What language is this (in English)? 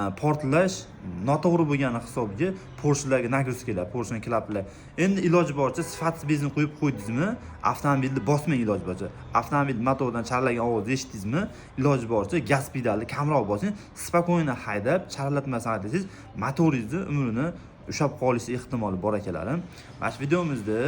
Uzbek